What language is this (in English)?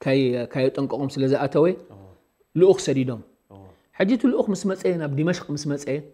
Tigrinya